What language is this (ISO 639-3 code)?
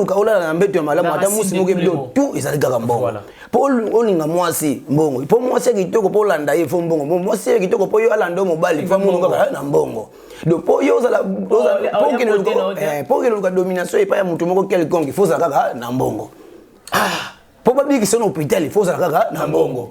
lin